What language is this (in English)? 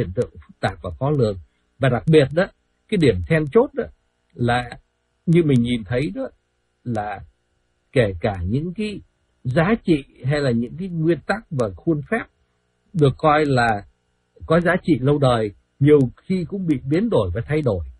Vietnamese